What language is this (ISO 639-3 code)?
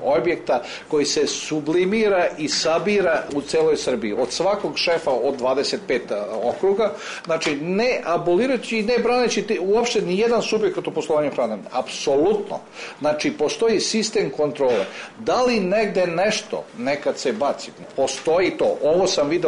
srp